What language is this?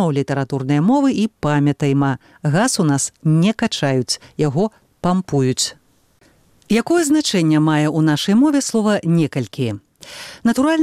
Belarusian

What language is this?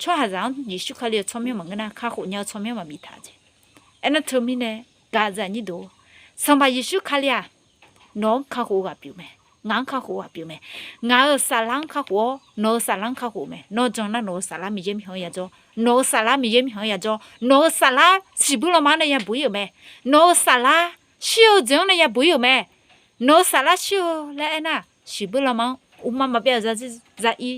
Akha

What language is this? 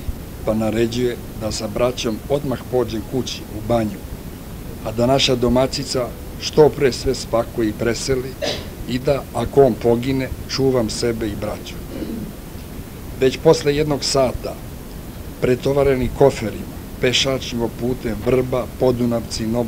Serbian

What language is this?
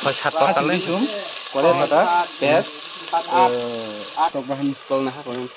Kok Borok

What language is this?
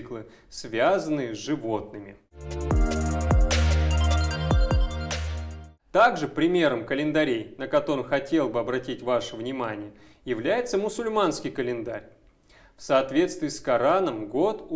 Russian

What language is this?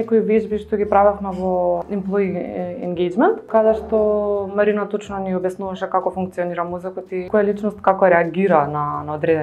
Macedonian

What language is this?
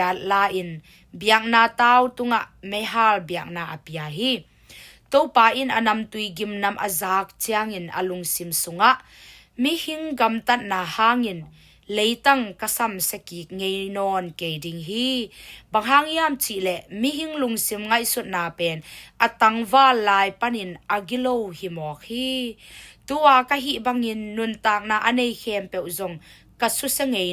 Tedim Chin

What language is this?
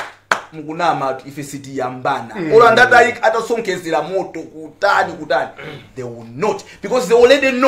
Nyanja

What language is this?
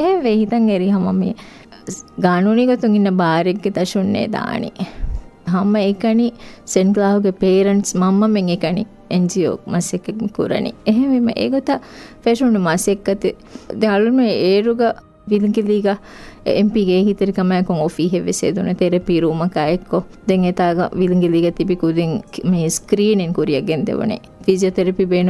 Divehi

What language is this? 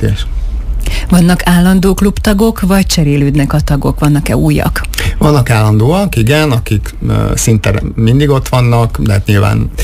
Hungarian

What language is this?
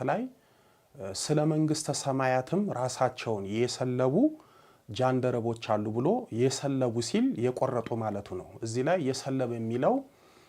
Amharic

